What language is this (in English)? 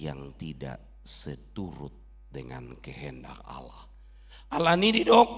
Batak Toba